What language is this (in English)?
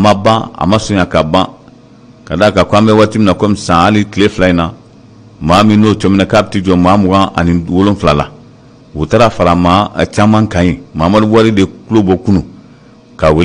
Bambara